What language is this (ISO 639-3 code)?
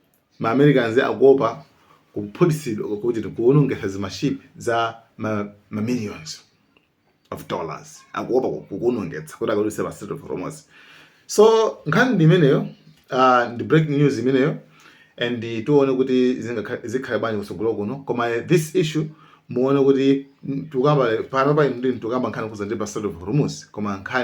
nya